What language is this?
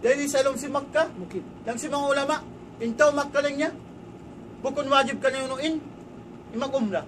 Tausug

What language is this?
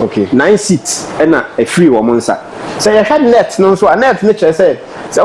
Akan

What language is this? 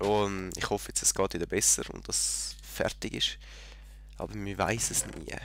Swiss German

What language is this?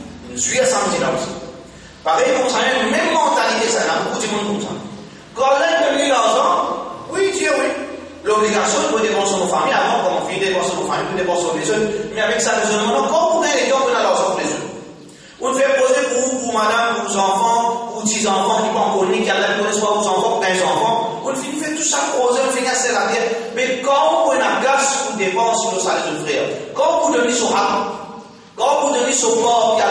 Morisyen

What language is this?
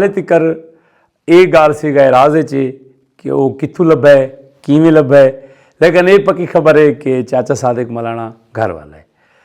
Saraiki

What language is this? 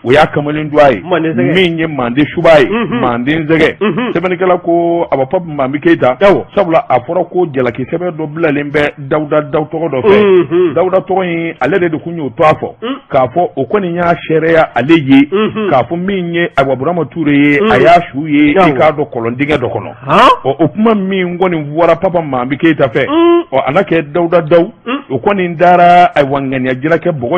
Bambara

